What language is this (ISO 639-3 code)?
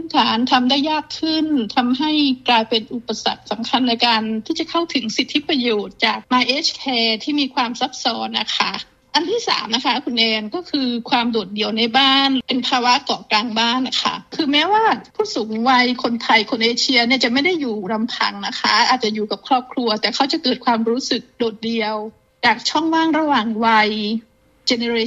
tha